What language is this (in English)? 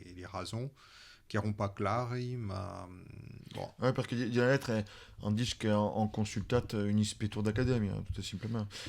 Occitan